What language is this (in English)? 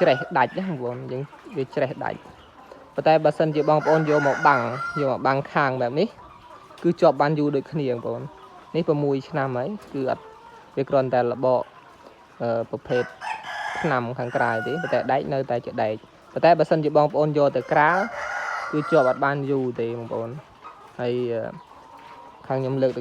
Khmer